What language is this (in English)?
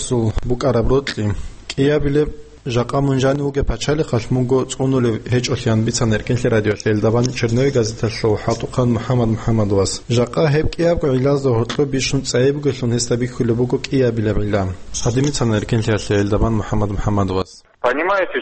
Avaric